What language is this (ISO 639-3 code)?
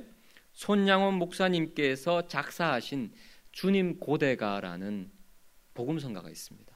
kor